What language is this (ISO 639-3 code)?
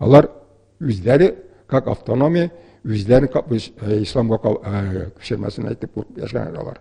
tat